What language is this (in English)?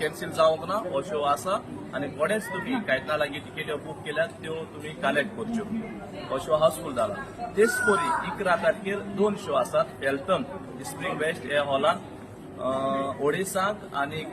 Konkani